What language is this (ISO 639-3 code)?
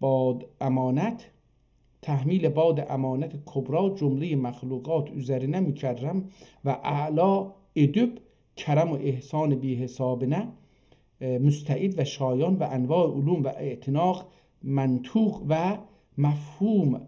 azb